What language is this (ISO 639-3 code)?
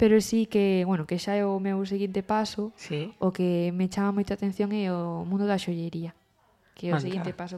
glg